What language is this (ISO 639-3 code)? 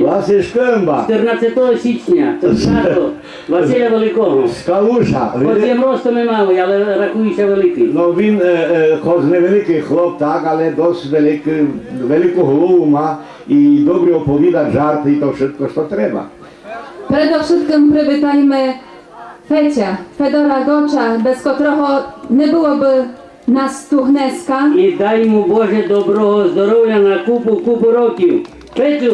rue